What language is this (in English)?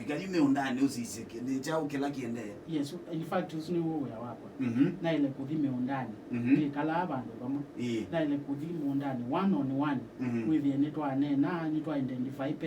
Kamba